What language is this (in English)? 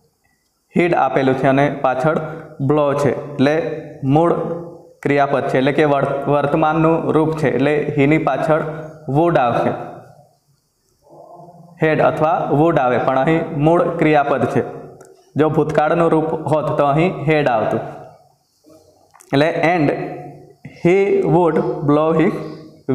Gujarati